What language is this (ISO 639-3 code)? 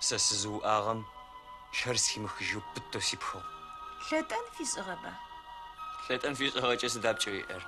ady